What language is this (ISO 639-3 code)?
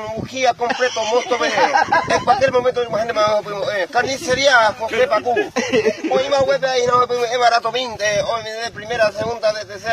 grn